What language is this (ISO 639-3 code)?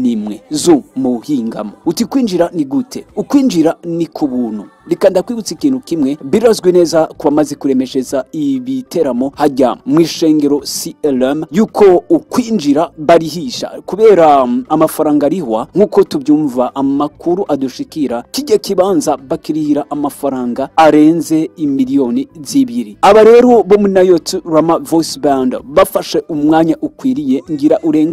run